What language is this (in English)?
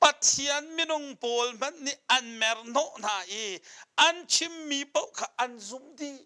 Hakha Chin